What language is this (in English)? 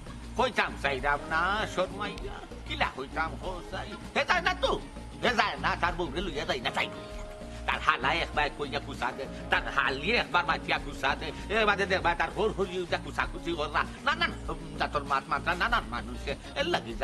Sylheti